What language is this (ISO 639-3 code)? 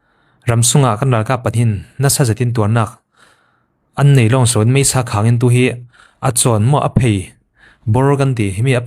cfm